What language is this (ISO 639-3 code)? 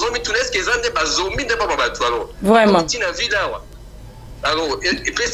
lin